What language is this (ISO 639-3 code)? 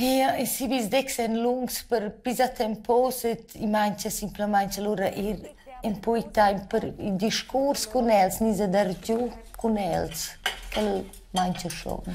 roh